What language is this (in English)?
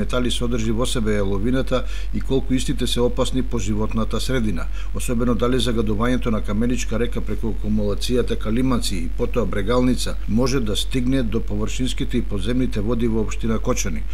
Macedonian